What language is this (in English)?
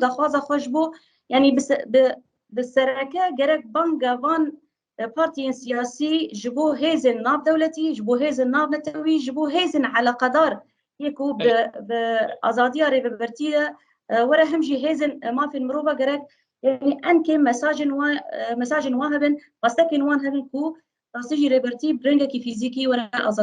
Kurdish